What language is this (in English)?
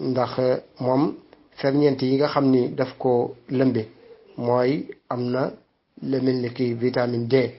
Wolof